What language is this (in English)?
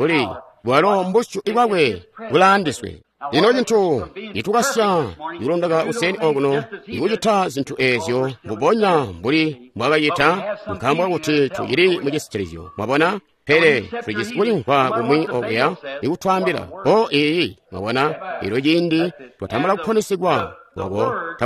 Tonga (Zambia)